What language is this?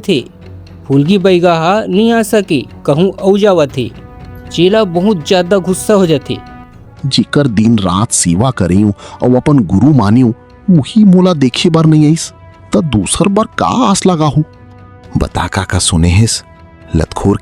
Chhattisgarhi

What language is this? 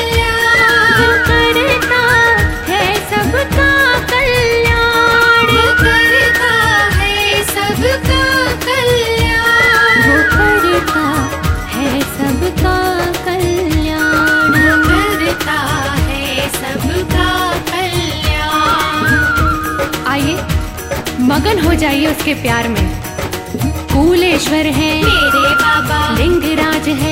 Hindi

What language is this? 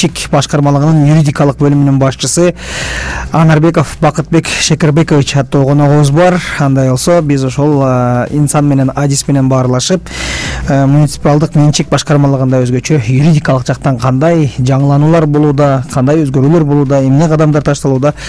Kyrgyz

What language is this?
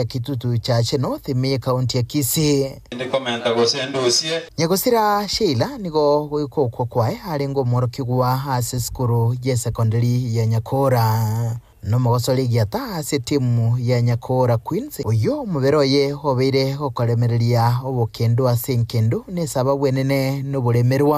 Gusii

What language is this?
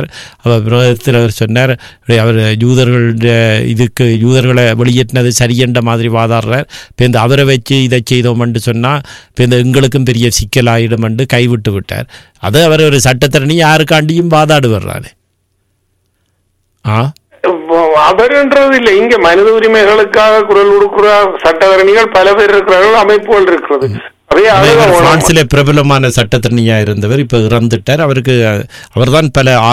Tamil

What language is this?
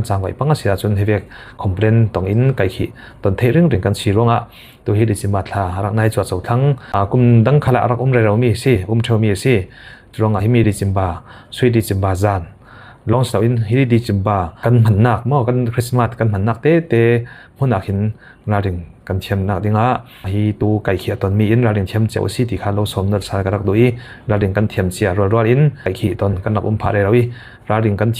Falam Chin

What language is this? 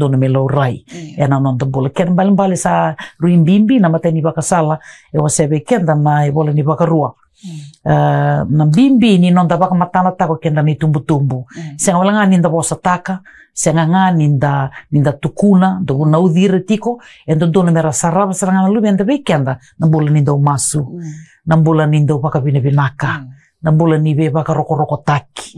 Fijian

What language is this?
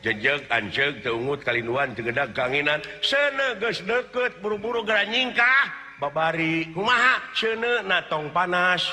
Sundanese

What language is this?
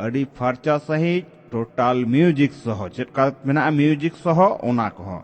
Santali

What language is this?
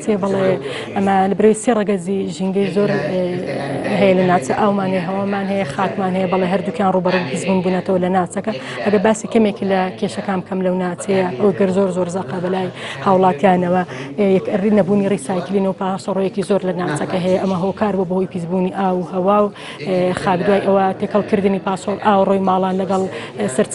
Central Kurdish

